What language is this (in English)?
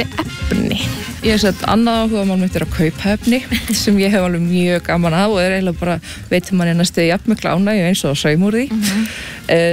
Icelandic